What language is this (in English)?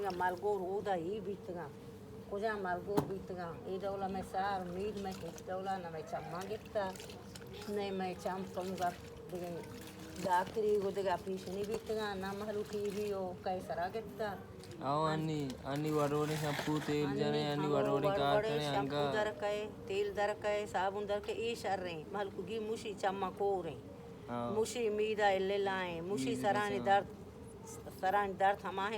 Baluchi